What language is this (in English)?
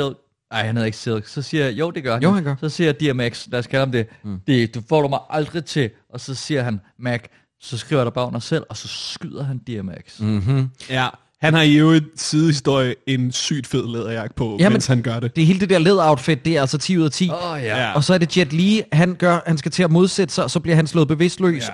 Danish